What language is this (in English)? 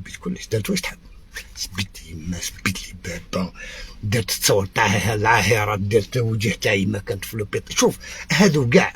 Algerian Arabic